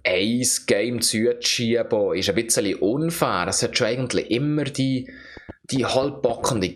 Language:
Swiss German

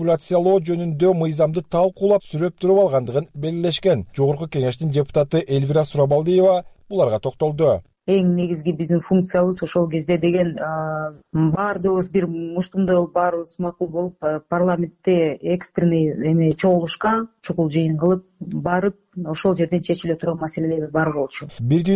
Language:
Kyrgyz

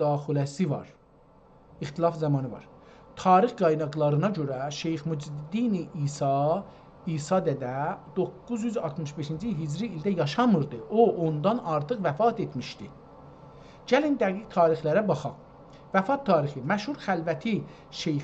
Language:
South Azerbaijani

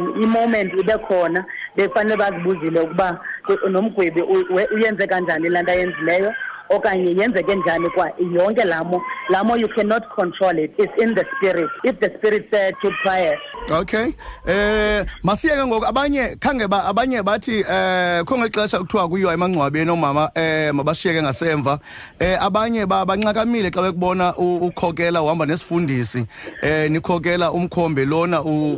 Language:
Xhosa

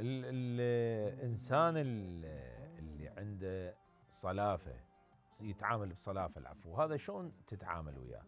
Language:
Mesopotamian Arabic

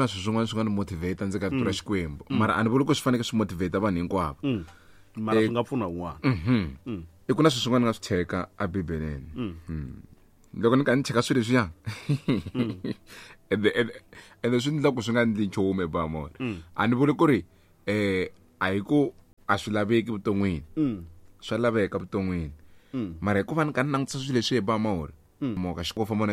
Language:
Tsonga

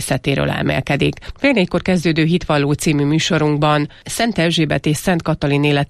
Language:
Hungarian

